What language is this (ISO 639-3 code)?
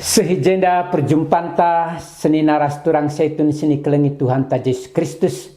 btx